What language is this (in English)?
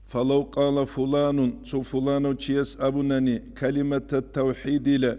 Avaric